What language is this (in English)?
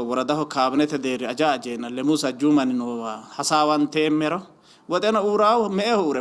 Sidamo